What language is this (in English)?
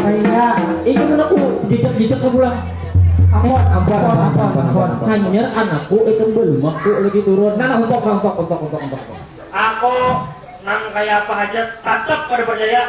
Banjar